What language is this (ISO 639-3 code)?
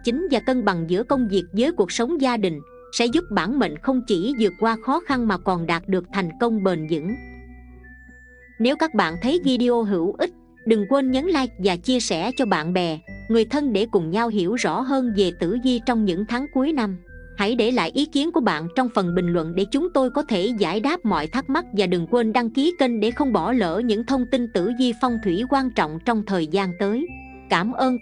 vie